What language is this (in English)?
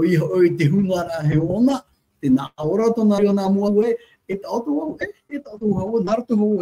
Tahitian